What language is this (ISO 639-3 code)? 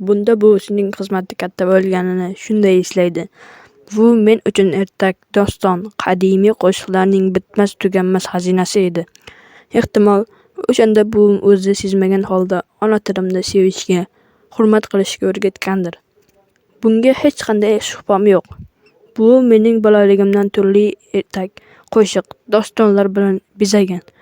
uzb